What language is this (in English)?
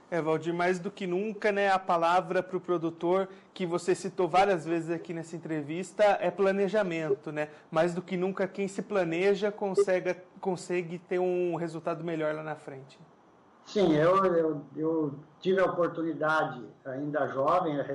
Portuguese